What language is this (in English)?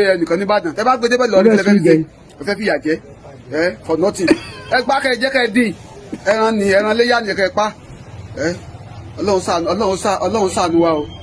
Yoruba